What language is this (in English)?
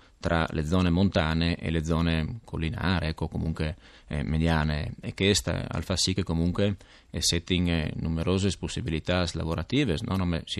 Friulian